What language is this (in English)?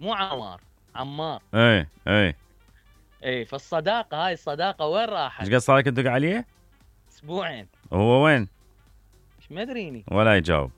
Mesopotamian Arabic